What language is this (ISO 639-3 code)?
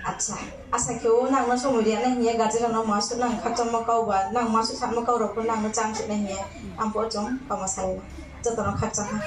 ria